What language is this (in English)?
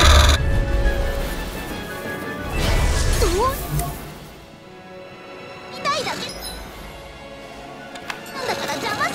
Japanese